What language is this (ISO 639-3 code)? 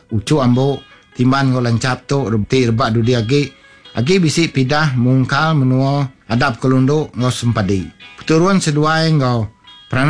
iba